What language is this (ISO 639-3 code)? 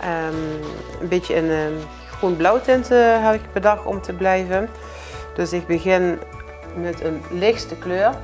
lim